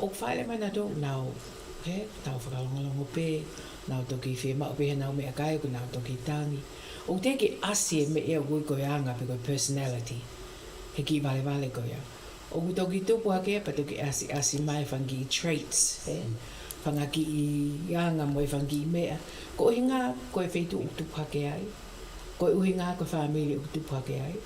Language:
Tongan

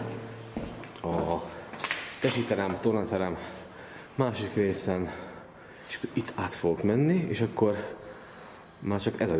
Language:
Hungarian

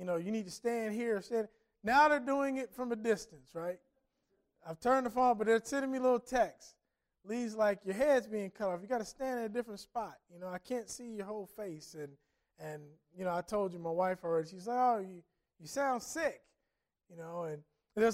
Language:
English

